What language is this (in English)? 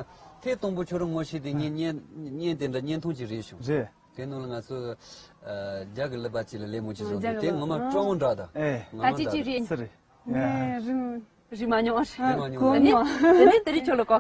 Tibetan